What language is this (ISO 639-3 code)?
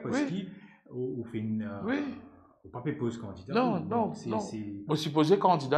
mfe